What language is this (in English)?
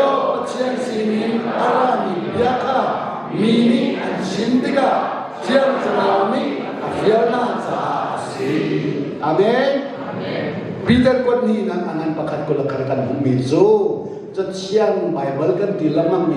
Hakha Chin